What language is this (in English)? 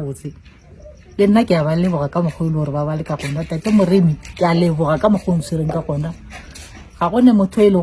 Northern Sotho